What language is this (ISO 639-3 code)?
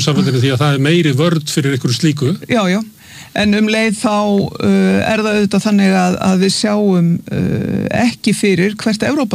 isl